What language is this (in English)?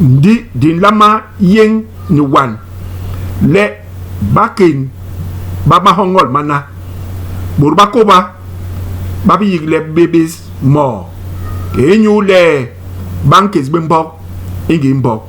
Basaa